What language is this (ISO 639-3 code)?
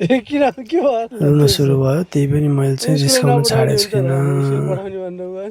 nep